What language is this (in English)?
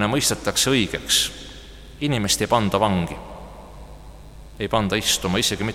Estonian